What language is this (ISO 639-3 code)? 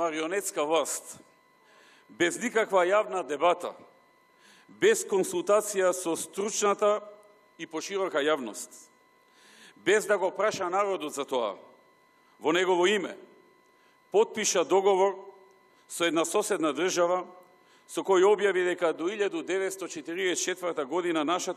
mkd